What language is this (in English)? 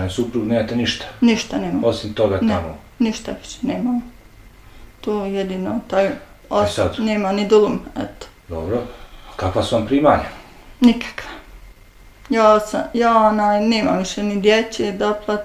Bosnian